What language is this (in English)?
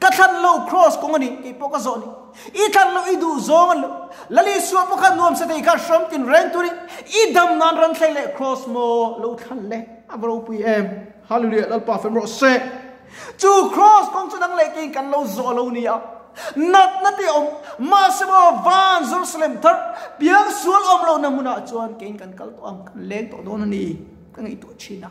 Mizo